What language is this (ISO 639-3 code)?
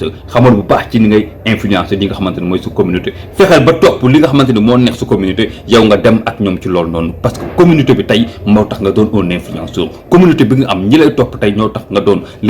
wol